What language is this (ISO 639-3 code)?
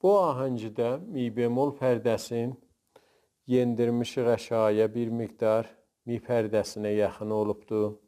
azb